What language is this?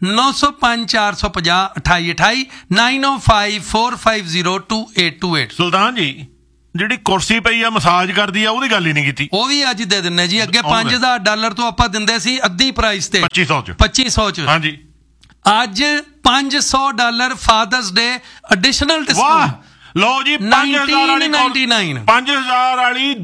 Punjabi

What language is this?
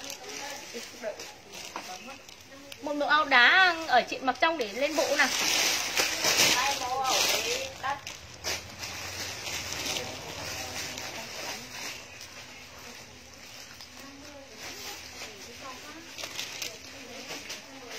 Vietnamese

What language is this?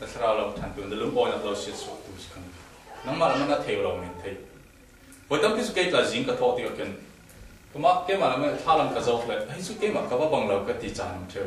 Falam Chin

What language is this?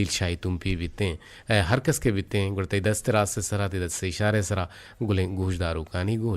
Eastern Balochi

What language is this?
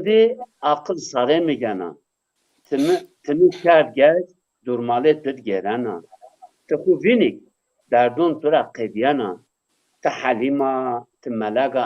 Zaza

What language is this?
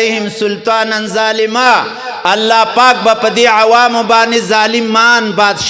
Pashto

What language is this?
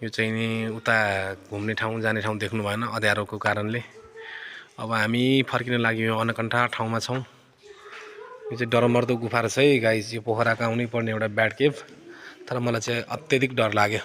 Nepali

